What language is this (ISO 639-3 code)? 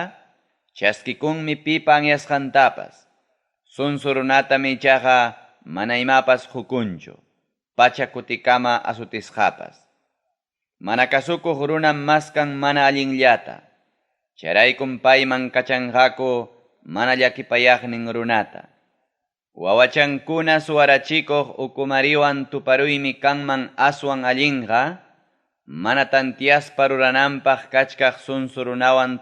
quy